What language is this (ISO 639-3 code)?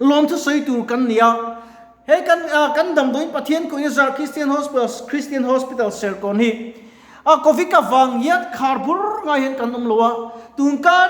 lus